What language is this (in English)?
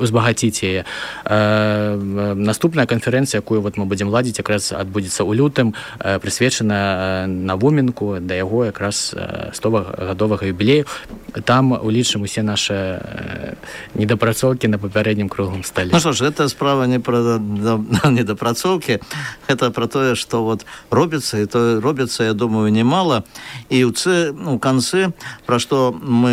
Belarusian